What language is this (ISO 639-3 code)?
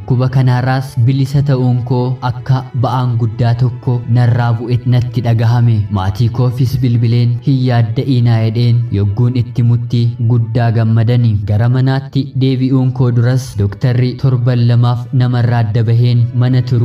orm